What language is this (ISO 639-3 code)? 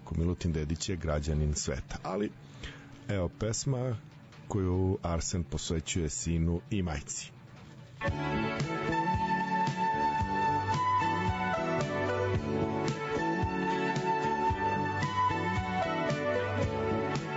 srp